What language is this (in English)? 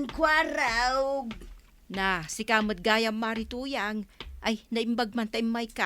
Iloko